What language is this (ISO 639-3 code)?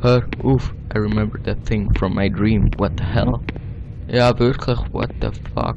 gsw